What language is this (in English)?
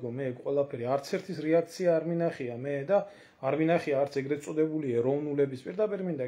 Georgian